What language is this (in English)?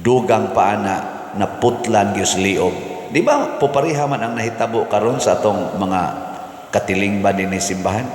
Cebuano